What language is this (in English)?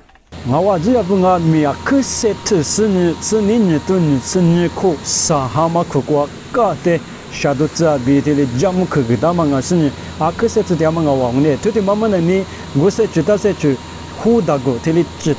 Lisu